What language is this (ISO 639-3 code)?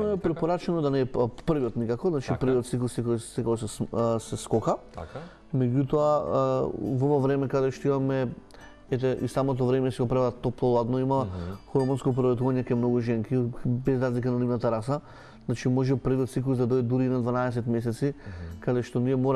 mkd